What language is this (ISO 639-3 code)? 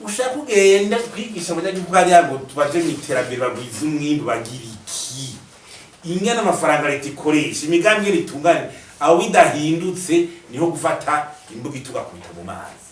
run